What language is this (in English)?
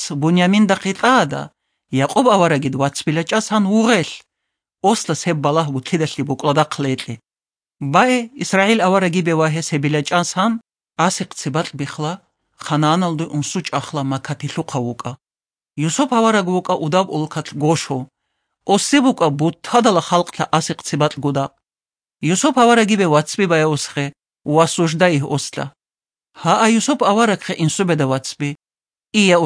Avaric